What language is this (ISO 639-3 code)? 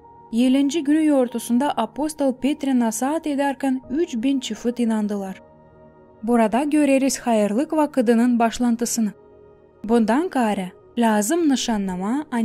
gag